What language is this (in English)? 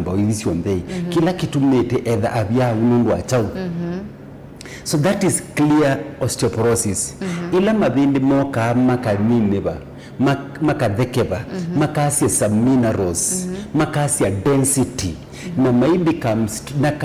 Kamba